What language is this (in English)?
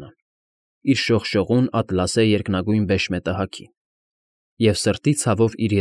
Armenian